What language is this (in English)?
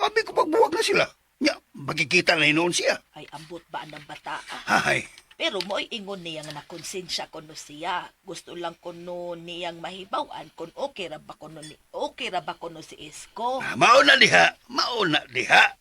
Cebuano